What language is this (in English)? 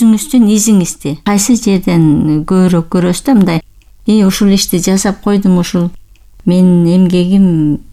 Kyrgyz